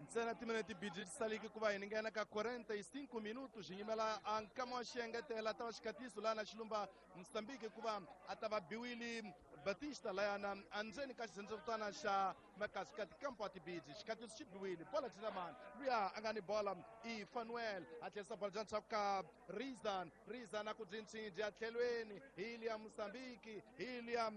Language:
Tsonga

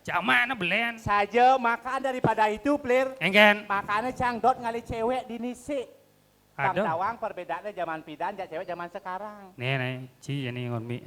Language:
Balinese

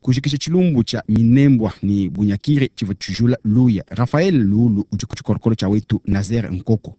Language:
Luba-Lulua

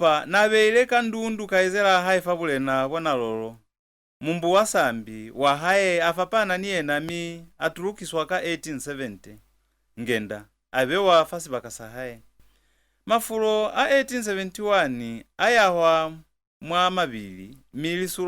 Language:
Lozi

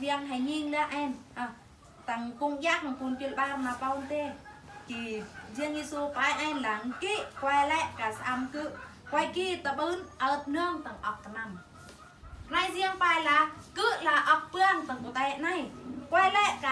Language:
Eastern Bru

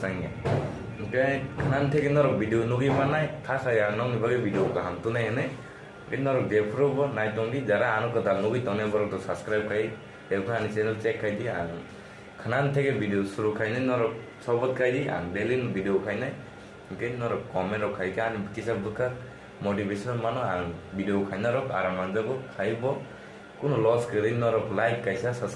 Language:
Kok Borok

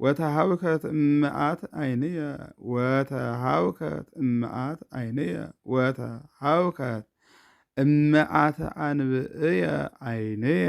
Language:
Geez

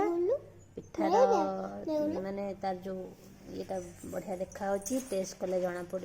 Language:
Odia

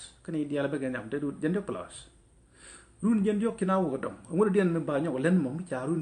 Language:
Nuer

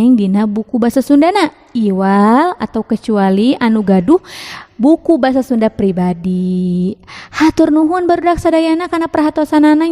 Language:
Sundanese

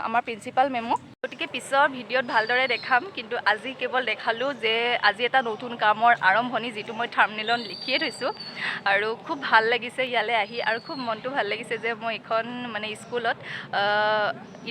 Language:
Assamese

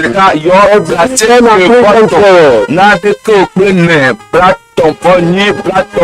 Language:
Ewe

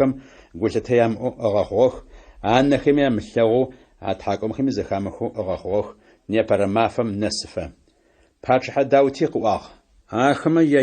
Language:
Adyghe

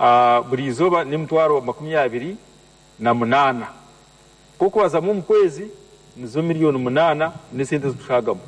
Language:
Lango (Uganda)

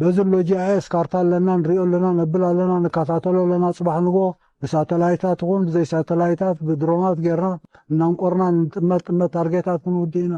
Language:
Tigrinya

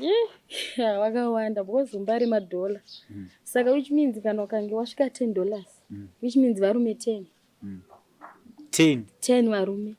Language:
Shona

